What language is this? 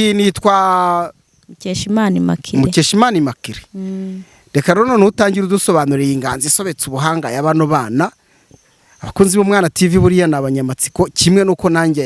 Kinyarwanda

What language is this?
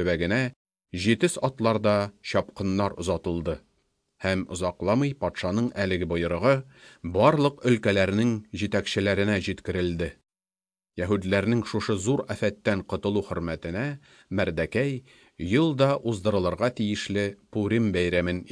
Tatar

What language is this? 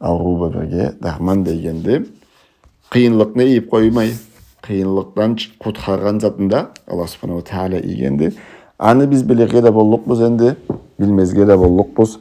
Karachay-Balkar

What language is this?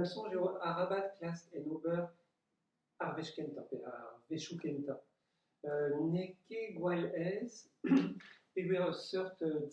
Breton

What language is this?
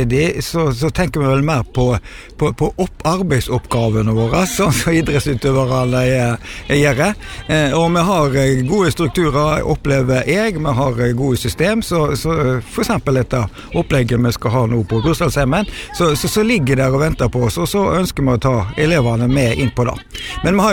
Norwegian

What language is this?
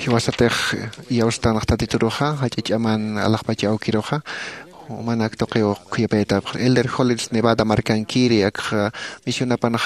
Aymara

